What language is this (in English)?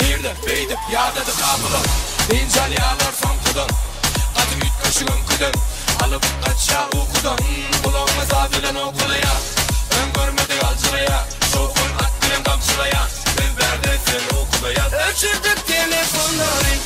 Turkmen